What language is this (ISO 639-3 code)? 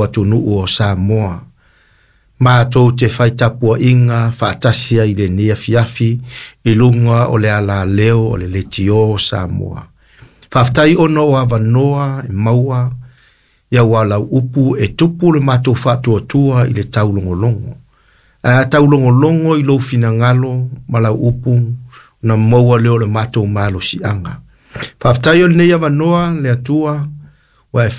smo